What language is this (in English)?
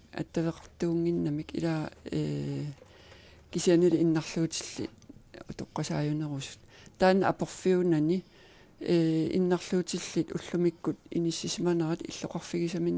Kalaallisut